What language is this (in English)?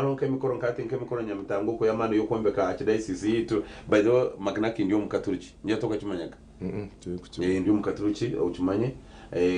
Nyankole